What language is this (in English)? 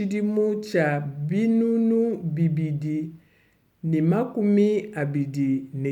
Luba-Lulua